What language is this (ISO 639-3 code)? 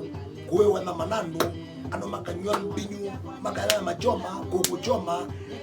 kam